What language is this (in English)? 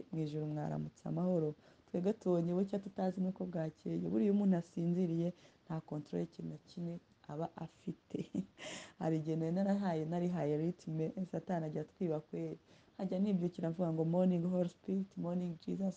Kinyarwanda